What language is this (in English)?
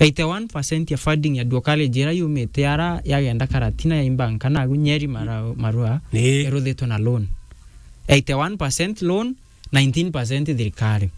Meru